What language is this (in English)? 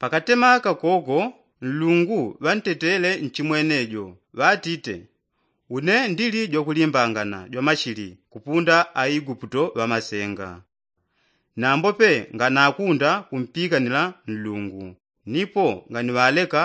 Yao